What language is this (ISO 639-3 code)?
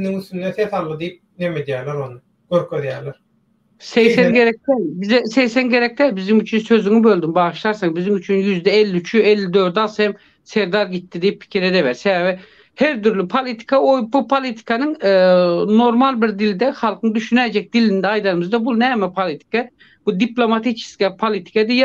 tuk